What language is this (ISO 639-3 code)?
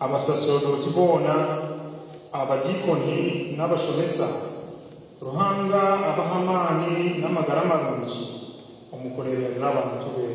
nyn